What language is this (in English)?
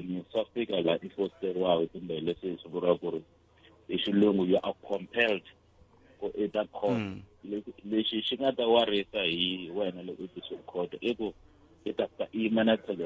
Tsonga